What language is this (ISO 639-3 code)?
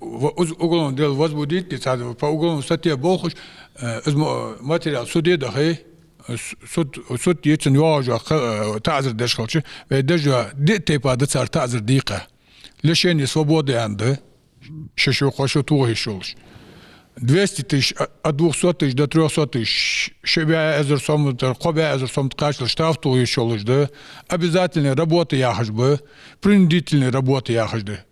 inh